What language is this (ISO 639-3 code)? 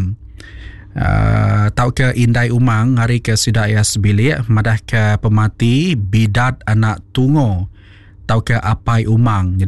iba